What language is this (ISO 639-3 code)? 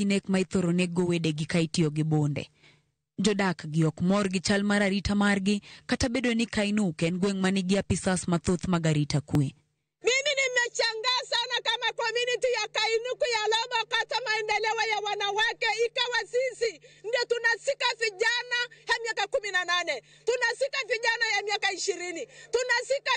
luo